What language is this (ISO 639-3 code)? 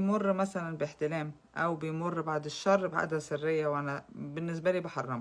arz